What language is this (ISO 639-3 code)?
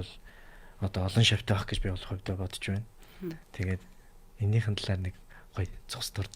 mon